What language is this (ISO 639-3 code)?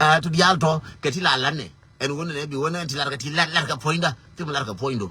nus